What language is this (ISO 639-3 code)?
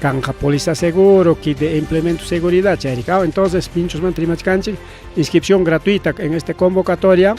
quy